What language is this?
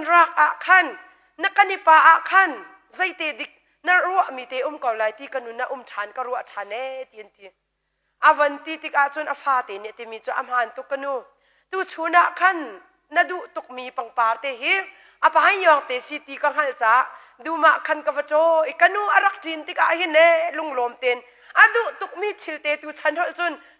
Hakha Chin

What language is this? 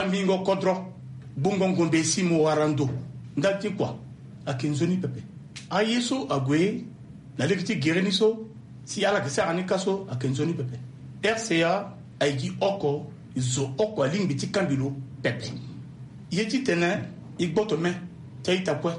Sango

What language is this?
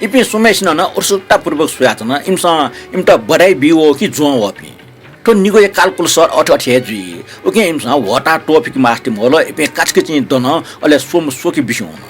Newari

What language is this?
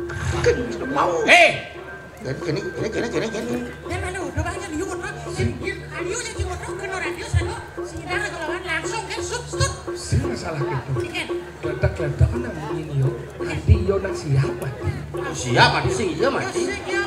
Balinese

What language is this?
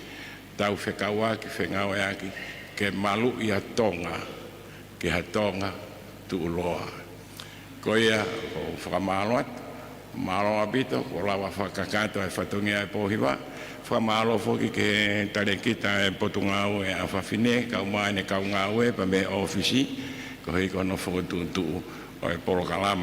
Tongan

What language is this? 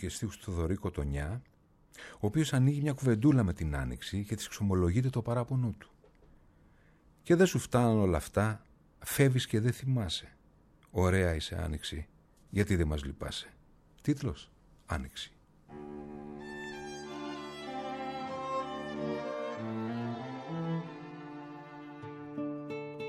Greek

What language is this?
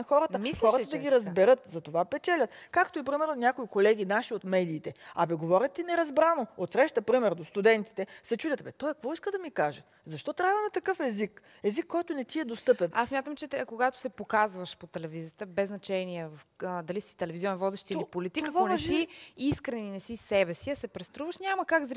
Bulgarian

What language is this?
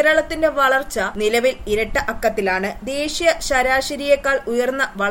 Malayalam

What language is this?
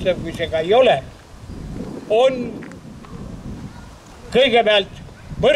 Estonian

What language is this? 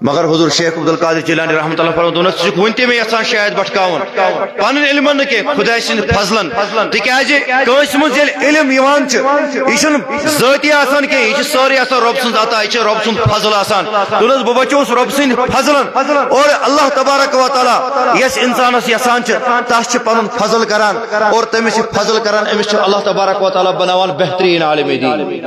Kashmiri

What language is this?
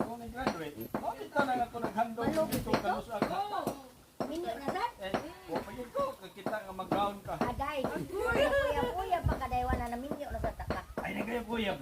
Cebuano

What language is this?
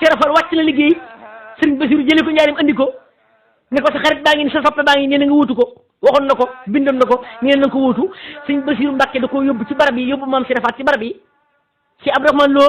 Wolof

